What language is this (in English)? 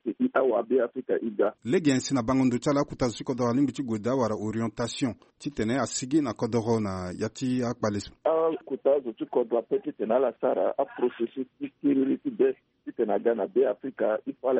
Sango